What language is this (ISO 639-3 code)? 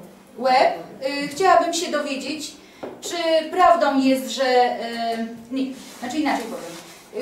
pol